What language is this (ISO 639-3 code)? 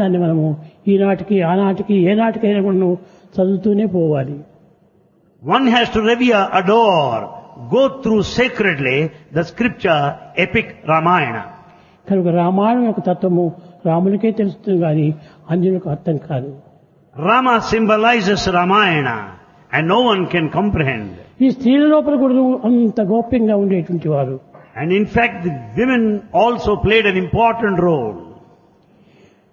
tel